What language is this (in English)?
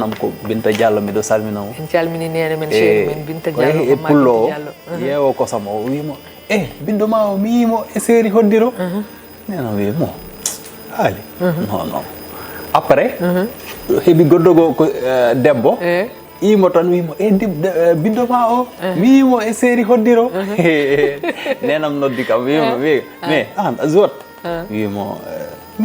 Fula